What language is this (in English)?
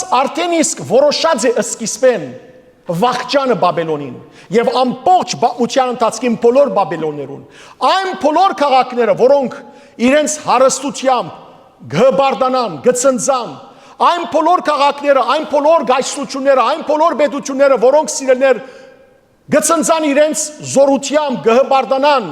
Western Armenian